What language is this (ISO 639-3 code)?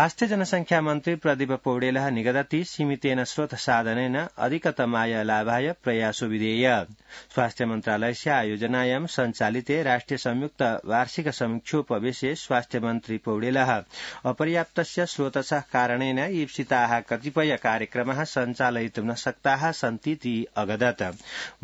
san